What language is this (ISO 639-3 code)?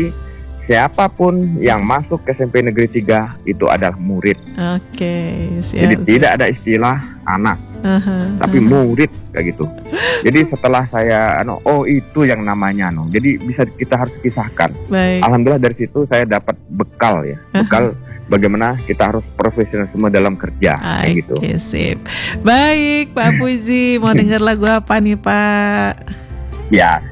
ind